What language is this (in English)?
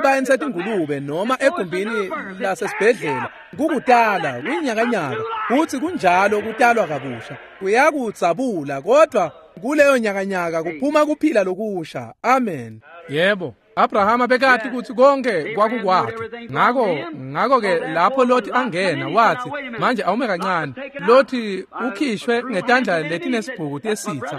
Swati